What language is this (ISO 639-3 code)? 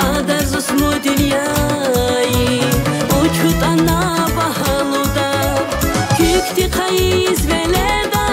tab